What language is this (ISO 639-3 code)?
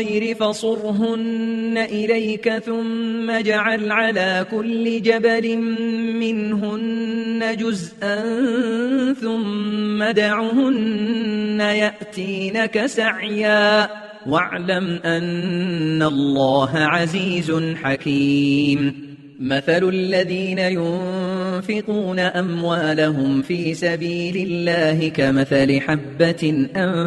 ara